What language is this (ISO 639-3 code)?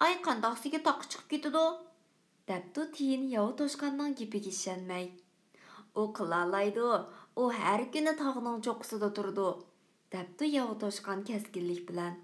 uig